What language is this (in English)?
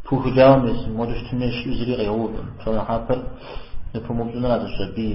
Kabardian